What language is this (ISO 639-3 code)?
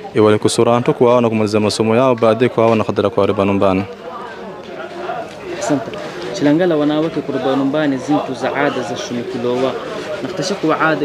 swa